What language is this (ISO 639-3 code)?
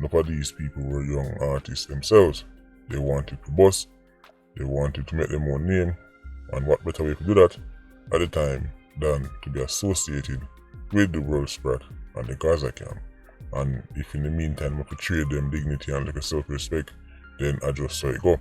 jam